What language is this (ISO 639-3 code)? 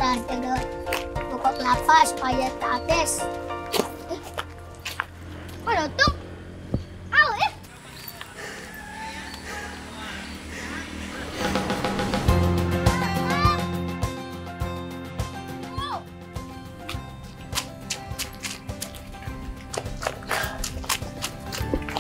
msa